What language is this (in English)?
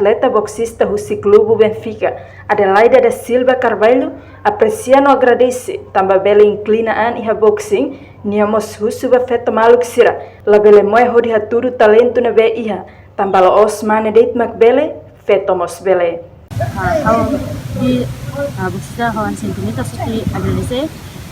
Tetum